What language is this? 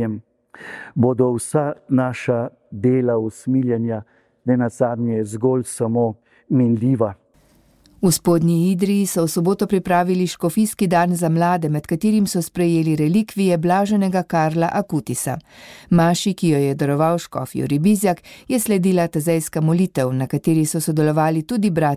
Slovenian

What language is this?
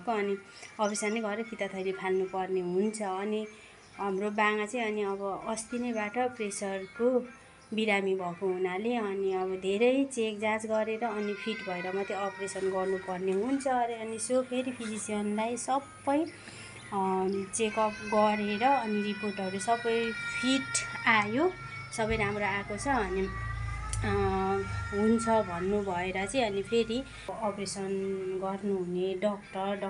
Nepali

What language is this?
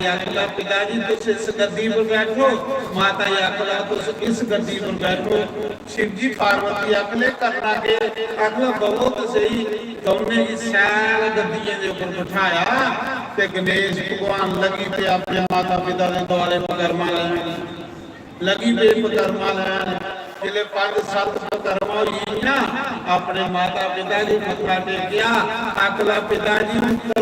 Dogri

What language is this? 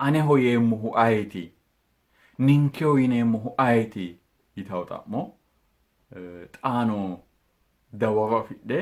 Sidamo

